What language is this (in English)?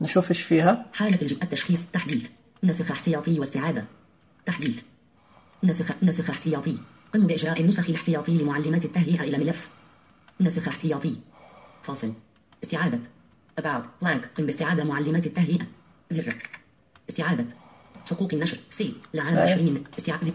Najdi Arabic